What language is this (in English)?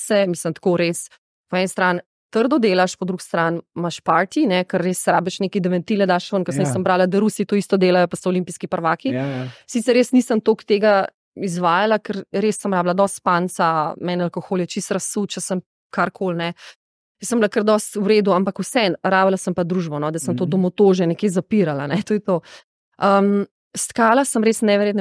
Slovenian